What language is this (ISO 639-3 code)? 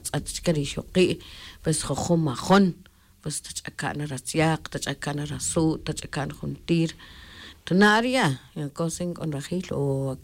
tzj